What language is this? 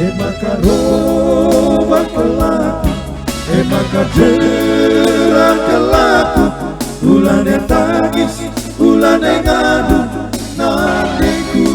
Batak Karo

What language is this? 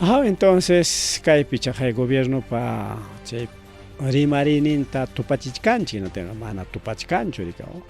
Ayacucho Quechua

